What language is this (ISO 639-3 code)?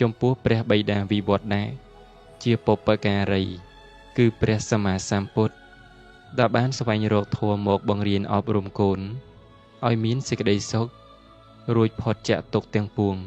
khm